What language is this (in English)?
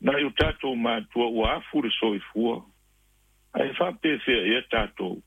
Samoan